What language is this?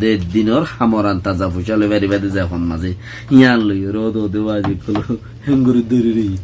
Rohingya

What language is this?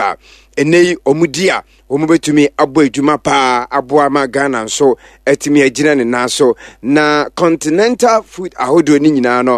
Akan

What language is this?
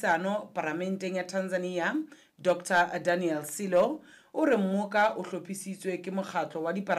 Southern Sotho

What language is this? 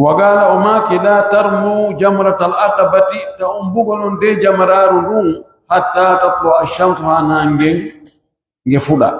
Fula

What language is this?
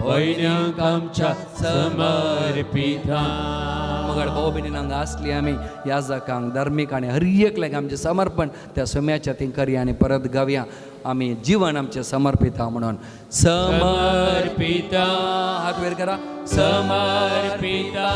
Konkani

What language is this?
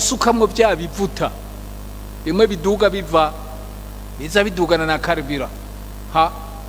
Rundi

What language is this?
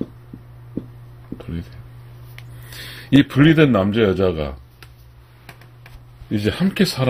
Korean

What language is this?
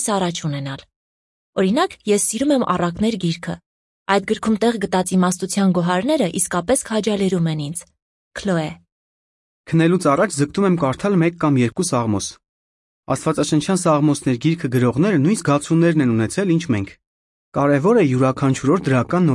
Armenian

